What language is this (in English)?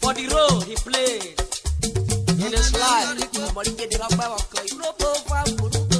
Urhobo